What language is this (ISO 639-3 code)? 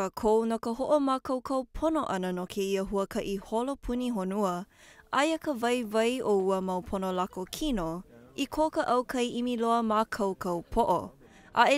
haw